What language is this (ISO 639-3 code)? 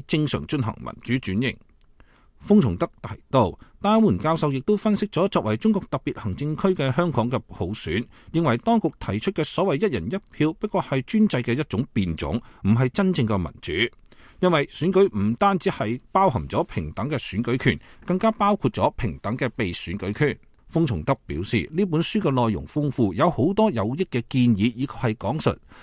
yue